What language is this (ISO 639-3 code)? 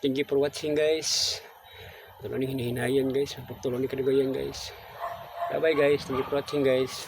ceb